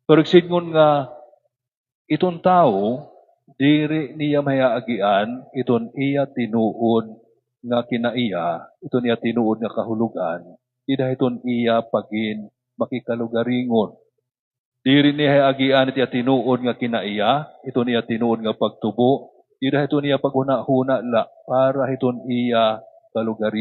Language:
Waray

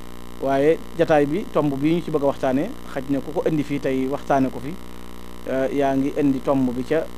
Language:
Wolof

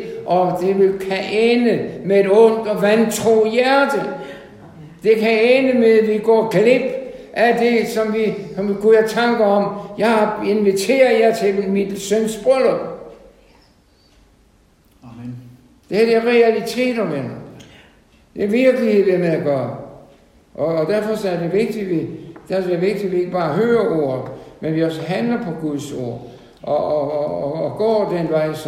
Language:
Danish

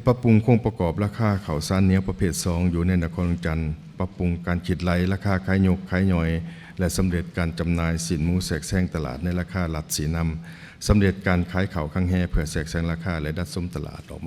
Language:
Lao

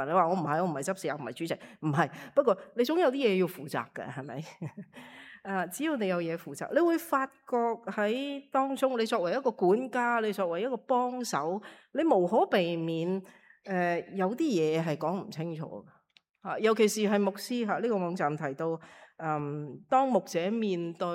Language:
Cantonese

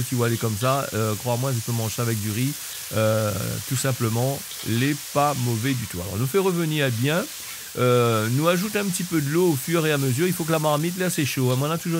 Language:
Réunion Creole French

